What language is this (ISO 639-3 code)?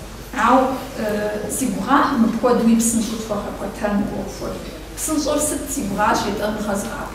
kbd